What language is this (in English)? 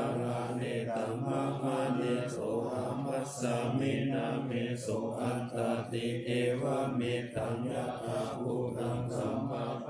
Pali